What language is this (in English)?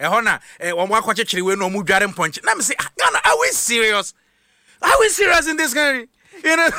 Akan